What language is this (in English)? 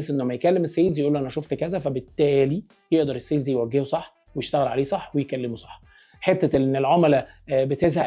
Egyptian Arabic